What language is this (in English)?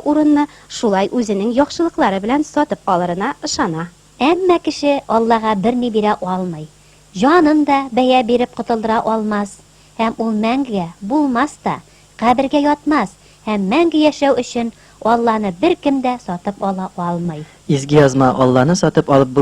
Tatar